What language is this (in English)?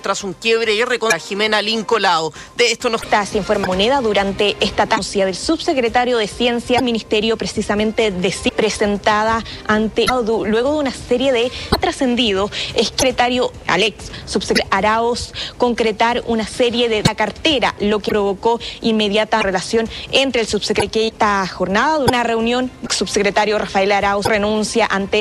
Spanish